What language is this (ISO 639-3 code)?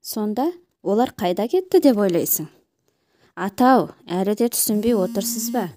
kaz